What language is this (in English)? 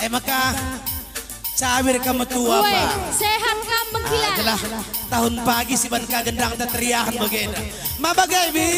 Batak Karo